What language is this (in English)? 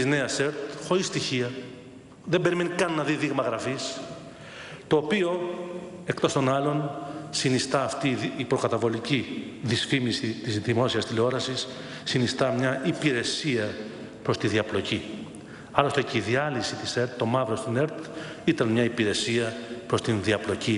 Greek